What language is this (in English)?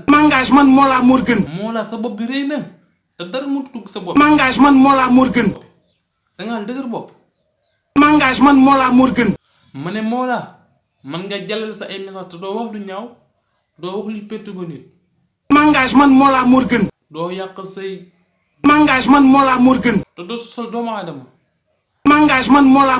Wolof